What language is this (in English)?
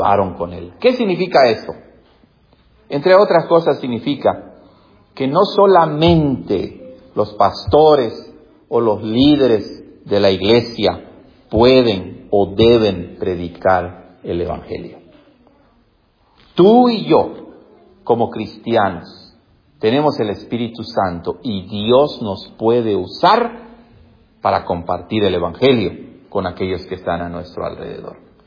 Spanish